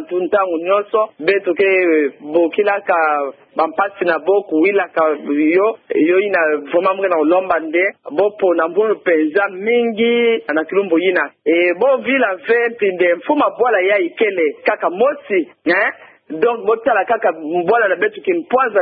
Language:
Kituba (Democratic Republic of Congo)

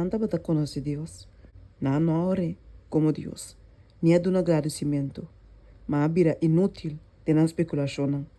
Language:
Papiamento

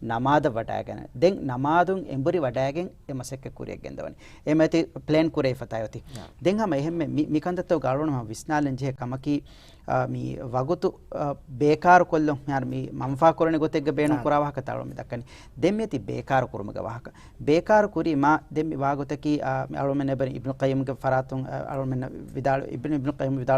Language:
Divehi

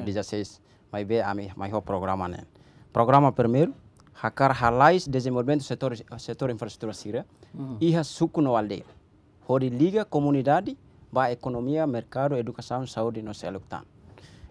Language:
Tetum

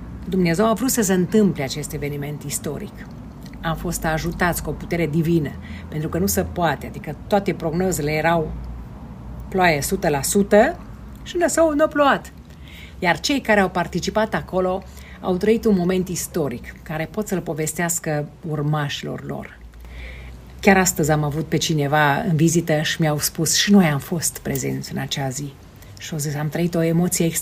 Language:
Romanian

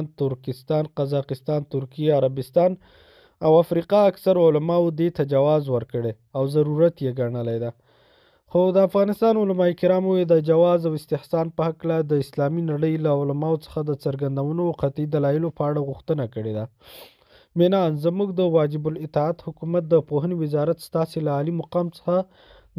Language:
Pashto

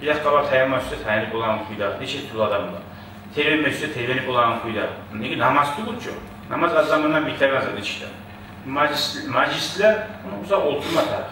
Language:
Kumyk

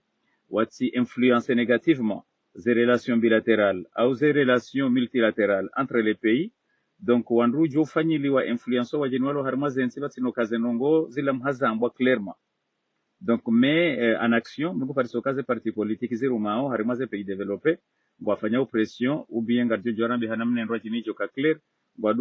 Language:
Ngazidja Comorian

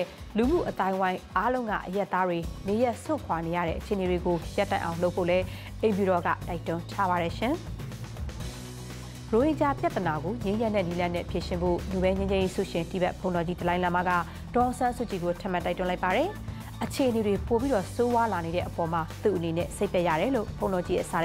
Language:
Burmese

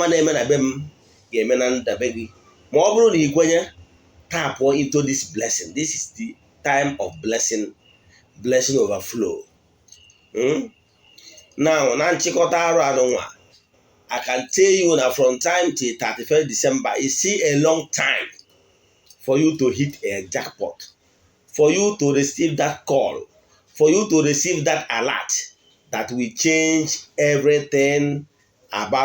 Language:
Igbo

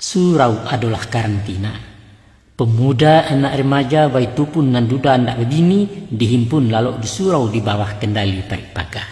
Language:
Minangkabau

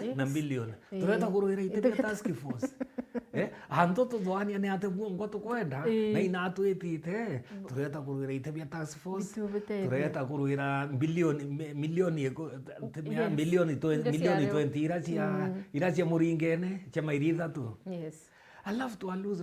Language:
Meru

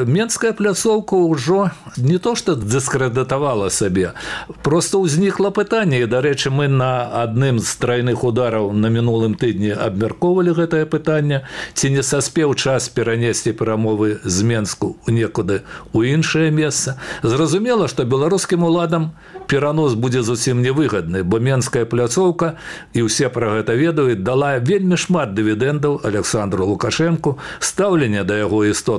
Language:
Belarusian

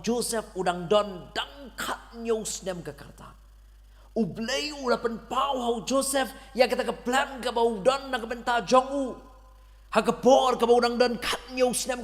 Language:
Khasi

